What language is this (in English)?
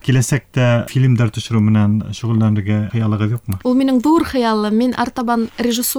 Bashkir